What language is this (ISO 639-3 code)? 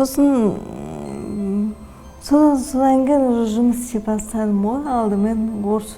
kaz